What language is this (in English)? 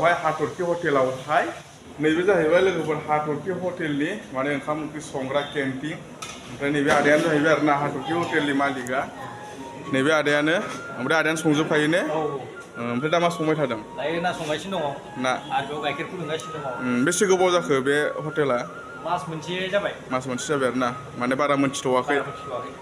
Bodo